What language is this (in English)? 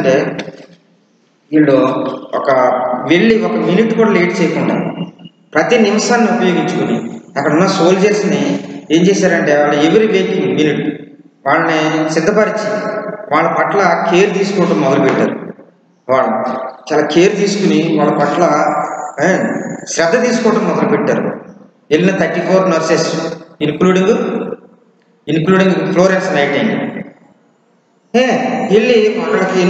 Telugu